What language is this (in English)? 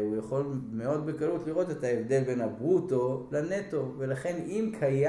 Hebrew